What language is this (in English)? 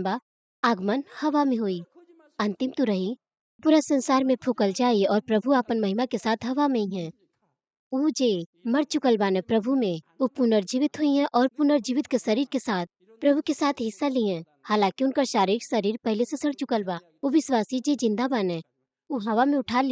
Bhojpuri